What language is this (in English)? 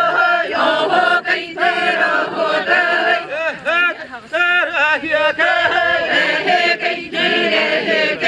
Yakut